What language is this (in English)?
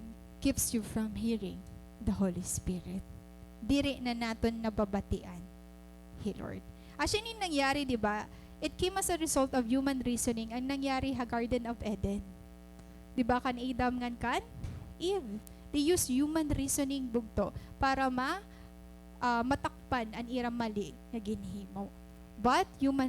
Waray